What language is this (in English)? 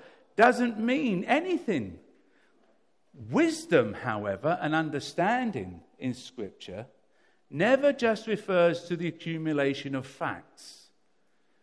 English